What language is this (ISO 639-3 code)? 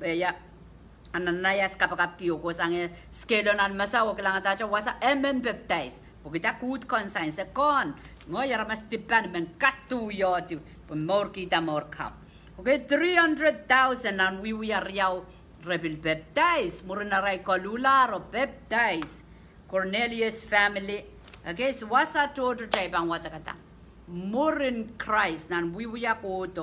pon